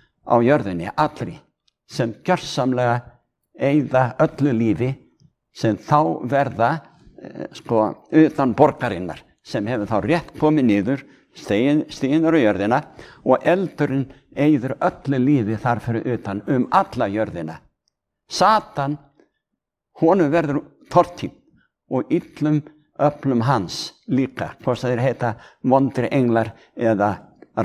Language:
Icelandic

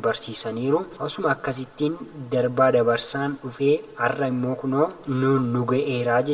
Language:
Oromo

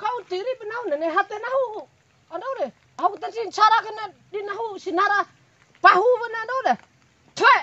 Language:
Bima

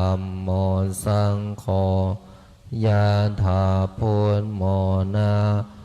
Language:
Pali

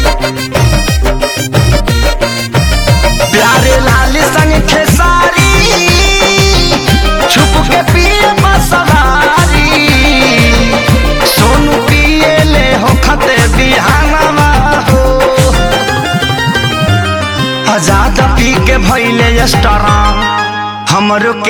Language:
Bhojpuri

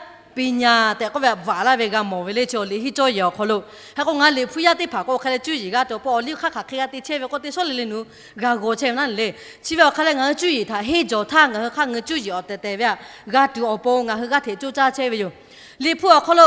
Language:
Lahu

